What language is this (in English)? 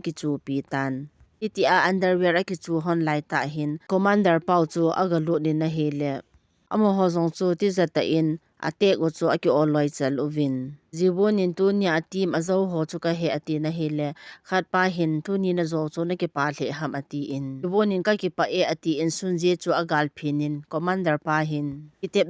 Thado Chin